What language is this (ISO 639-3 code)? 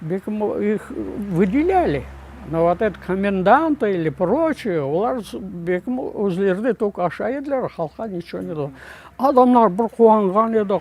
crh